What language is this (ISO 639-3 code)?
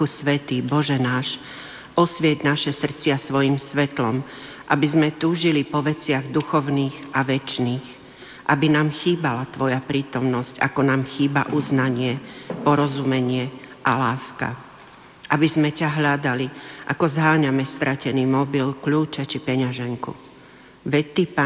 slk